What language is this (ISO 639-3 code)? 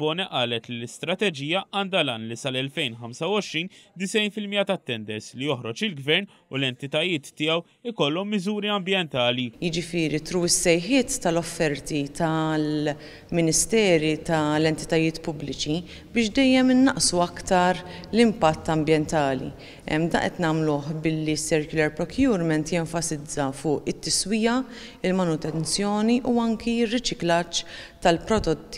mlt